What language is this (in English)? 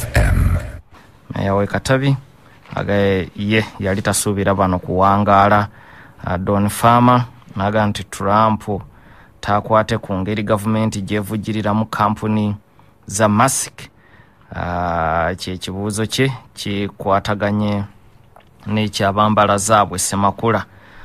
Ganda